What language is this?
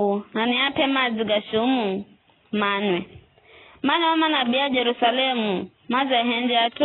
Giryama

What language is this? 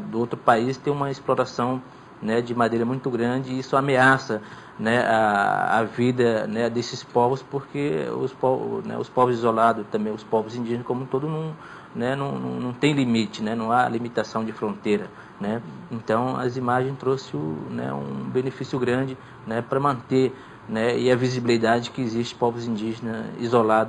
Portuguese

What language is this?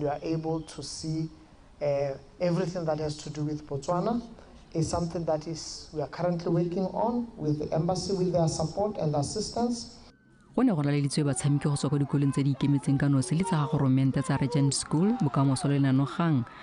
Tswana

